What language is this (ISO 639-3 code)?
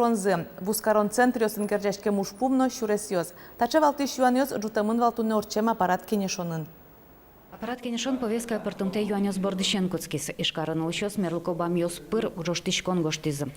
udm